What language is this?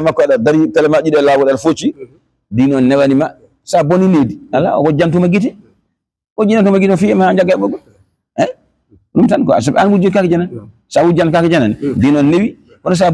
Fula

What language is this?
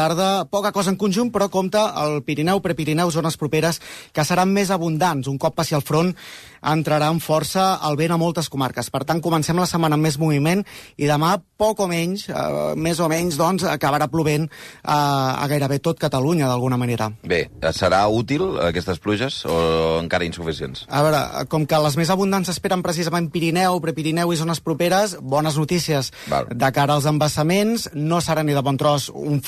Catalan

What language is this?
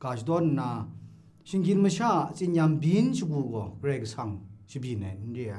Kachin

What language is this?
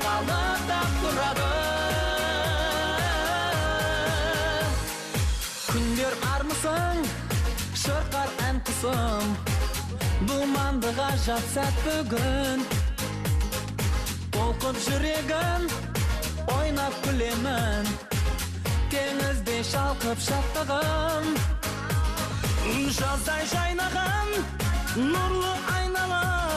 Kazakh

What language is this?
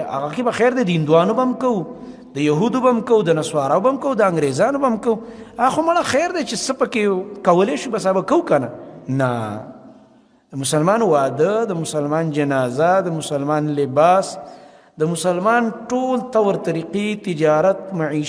Pashto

